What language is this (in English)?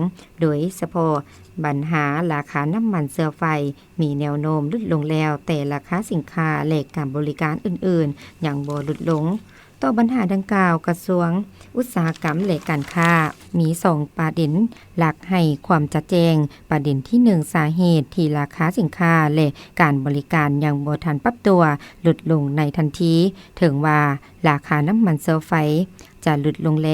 Lao